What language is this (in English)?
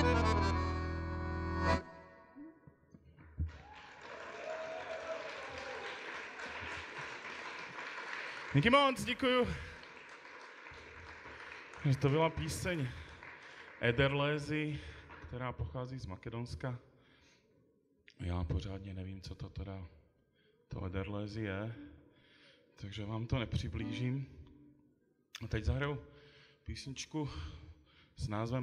Czech